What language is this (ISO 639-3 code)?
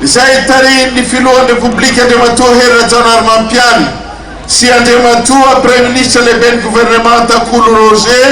mlg